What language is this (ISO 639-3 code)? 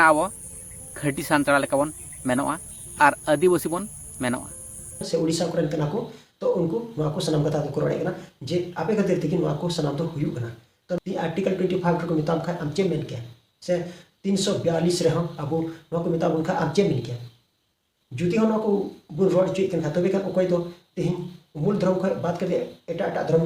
sat